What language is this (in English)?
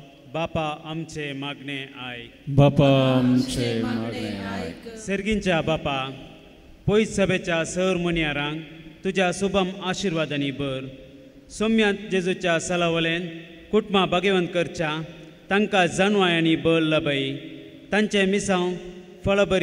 Konkani